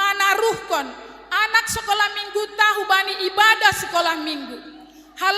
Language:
Batak Simalungun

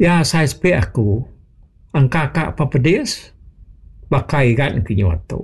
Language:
Iban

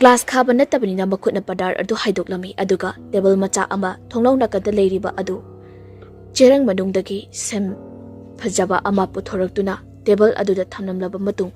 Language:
Manipuri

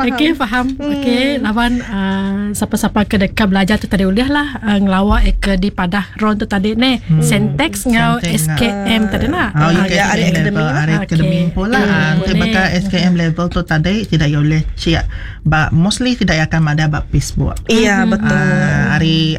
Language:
Iban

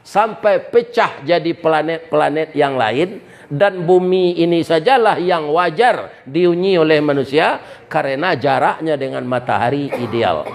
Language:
Minangkabau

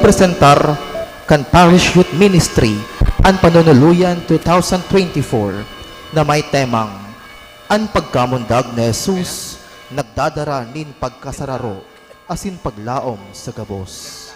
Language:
Bikol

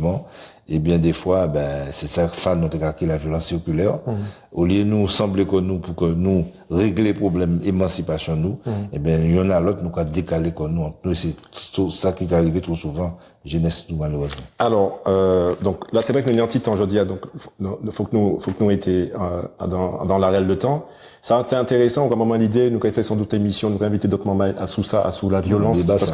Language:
Guadeloupean Creole French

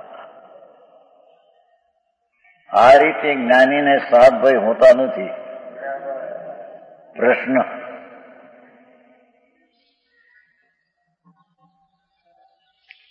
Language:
Gujarati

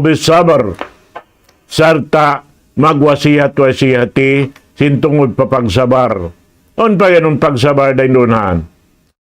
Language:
Tausug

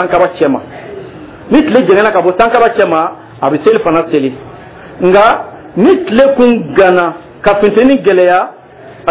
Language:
Dyula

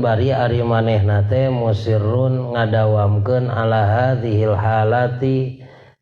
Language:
Sundanese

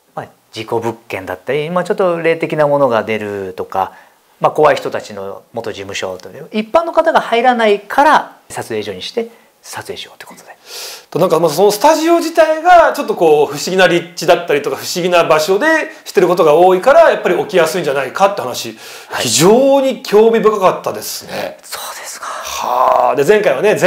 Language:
Japanese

